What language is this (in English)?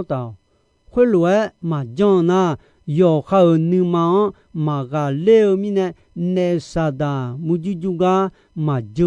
Akha